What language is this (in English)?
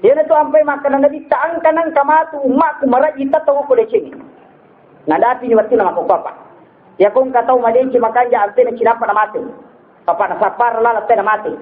Buginese